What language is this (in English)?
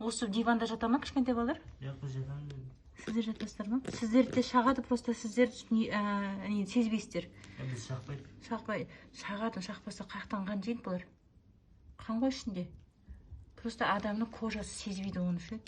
Kazakh